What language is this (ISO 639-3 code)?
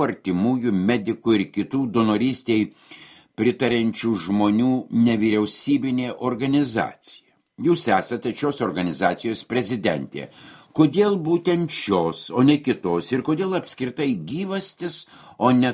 lit